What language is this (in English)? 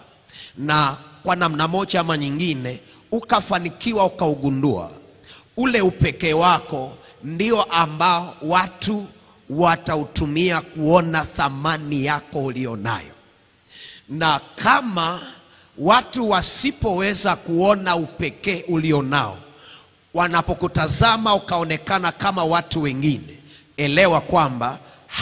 Swahili